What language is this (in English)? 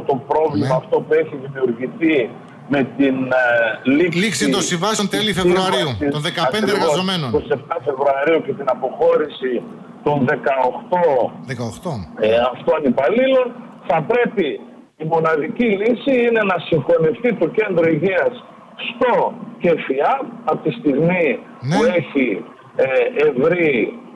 Greek